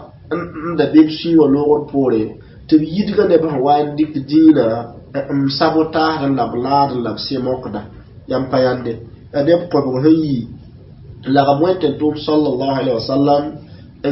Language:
Mossi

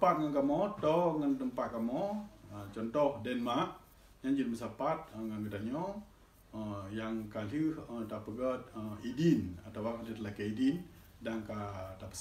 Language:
Achinese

